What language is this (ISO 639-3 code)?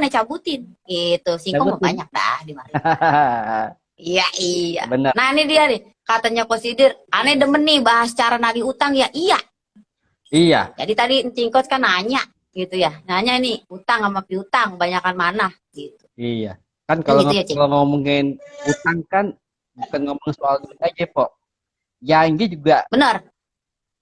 bew